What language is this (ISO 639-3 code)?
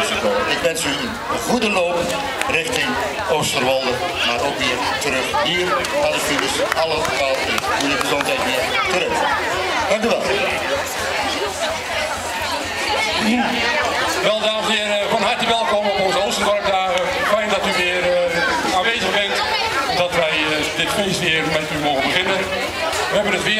nld